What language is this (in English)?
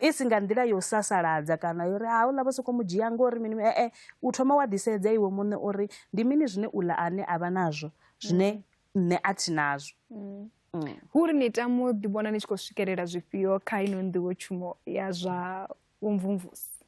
Venda